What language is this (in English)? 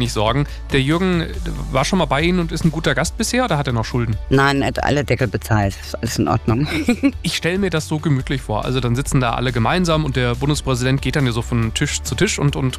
German